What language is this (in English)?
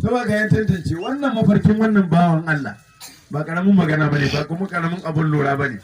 Hausa